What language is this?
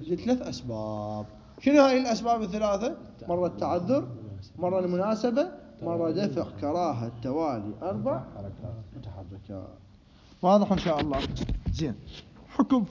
Mesopotamian Arabic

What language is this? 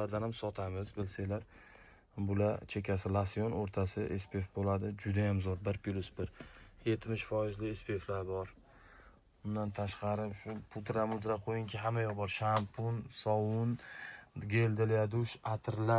Uzbek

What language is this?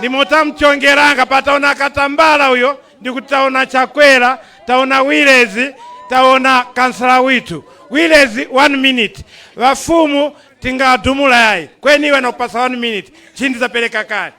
Nyanja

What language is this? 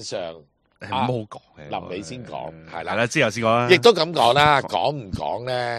Cantonese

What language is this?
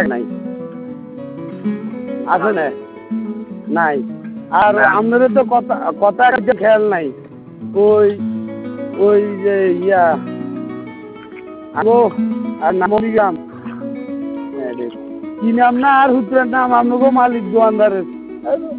Bangla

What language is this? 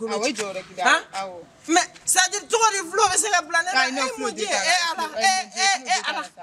Bambara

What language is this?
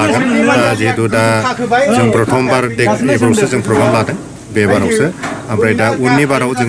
Bodo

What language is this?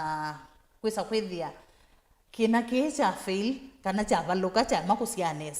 Kamba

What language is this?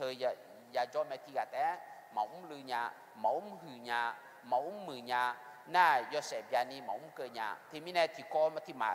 Akha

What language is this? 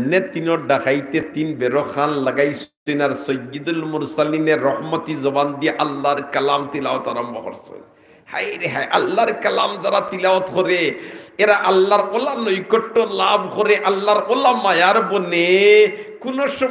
Sylheti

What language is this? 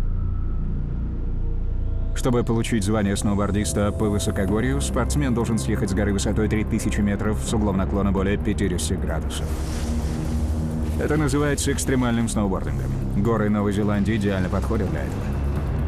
Russian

